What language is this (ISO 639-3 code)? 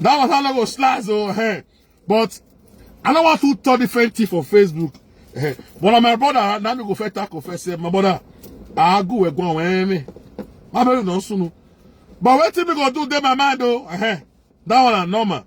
pcm